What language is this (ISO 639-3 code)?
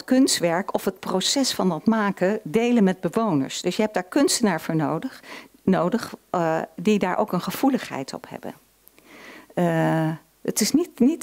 nld